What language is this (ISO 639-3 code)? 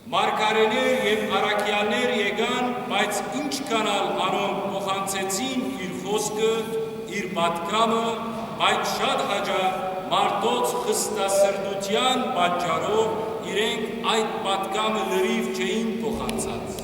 hyw